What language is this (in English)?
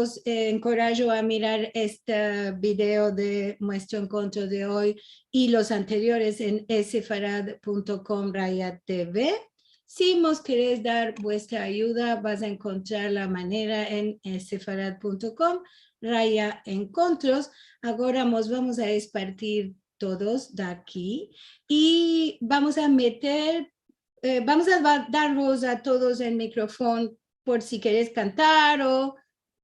Ladino